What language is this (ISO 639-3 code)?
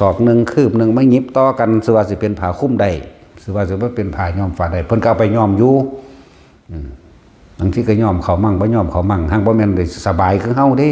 tts